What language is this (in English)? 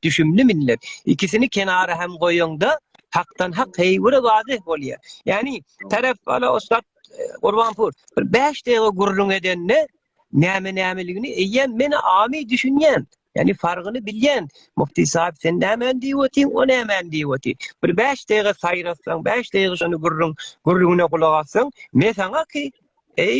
Turkmen